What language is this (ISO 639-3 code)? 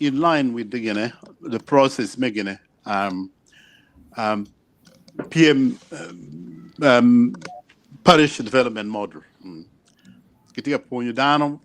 ach